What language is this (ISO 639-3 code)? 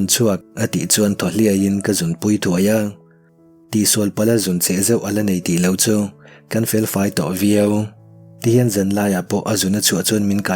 lus